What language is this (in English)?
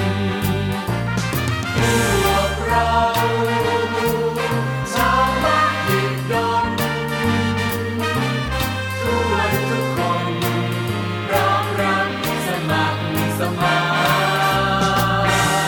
Thai